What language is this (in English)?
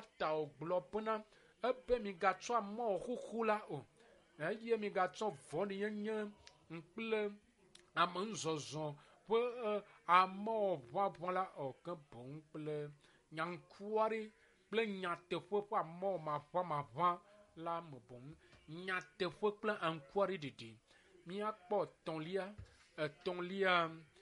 Ewe